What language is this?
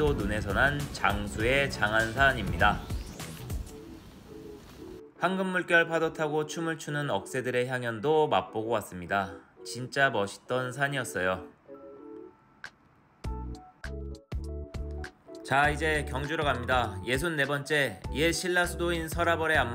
Korean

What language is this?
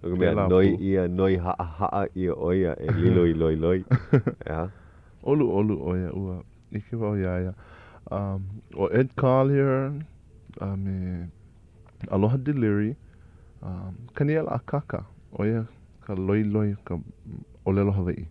Hawaiian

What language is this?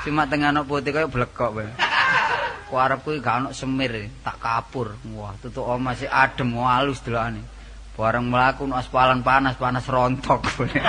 Javanese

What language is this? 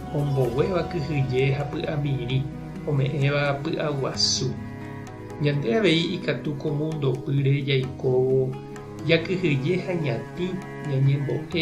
Guarani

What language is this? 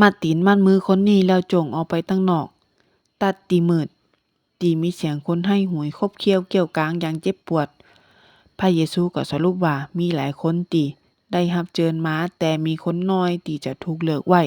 Northern Thai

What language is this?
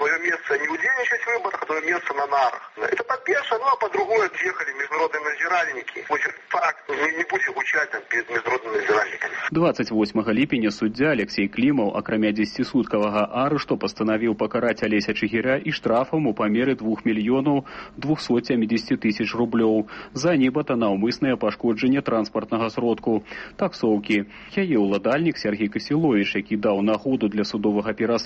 Belarusian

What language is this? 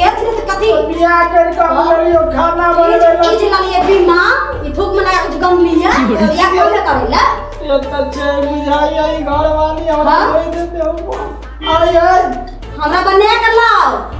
Maithili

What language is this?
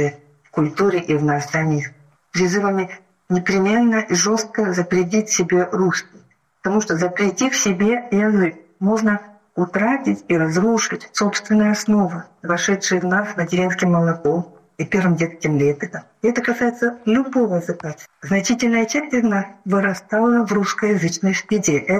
Russian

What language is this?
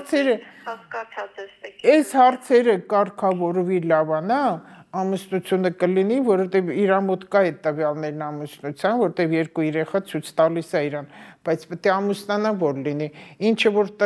Armenian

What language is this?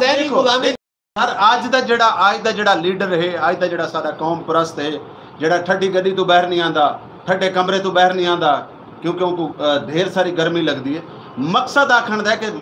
Saraiki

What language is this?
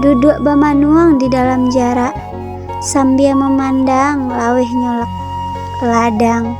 Minangkabau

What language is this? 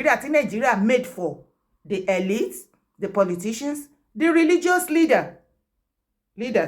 Yoruba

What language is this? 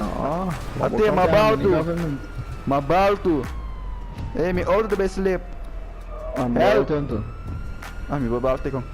Papiamento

